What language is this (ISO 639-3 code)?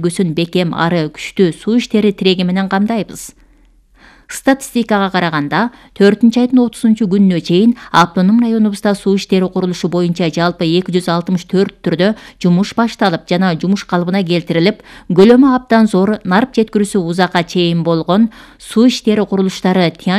kir